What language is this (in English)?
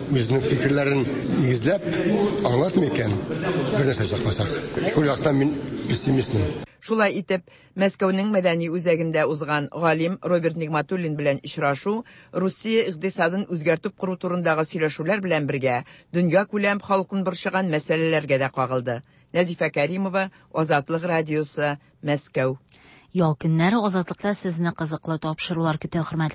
Tatar